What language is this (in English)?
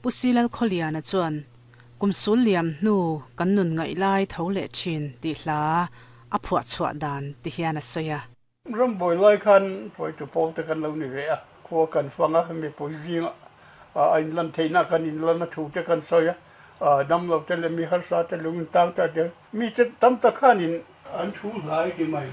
Mizo